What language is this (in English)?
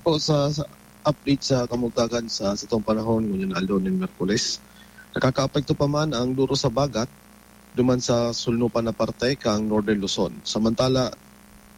Bikol